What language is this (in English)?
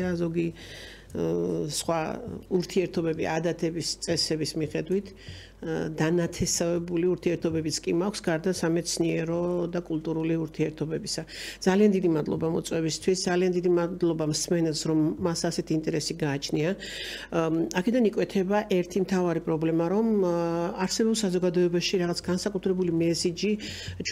Georgian